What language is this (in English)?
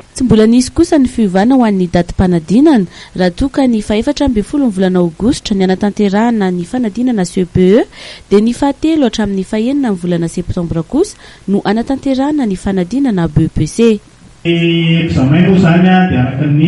Malagasy